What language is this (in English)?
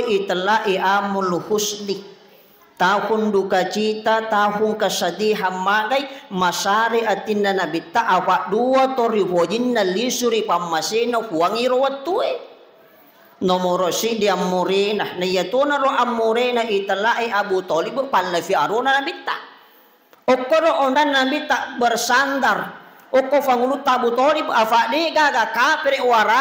Buginese